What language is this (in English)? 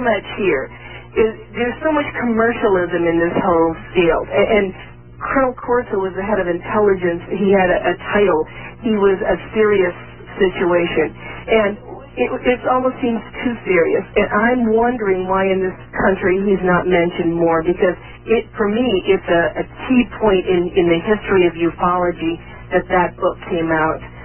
English